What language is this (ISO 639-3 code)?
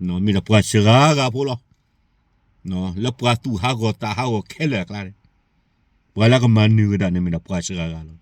ksw